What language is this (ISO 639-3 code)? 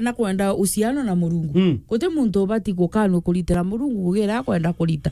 mer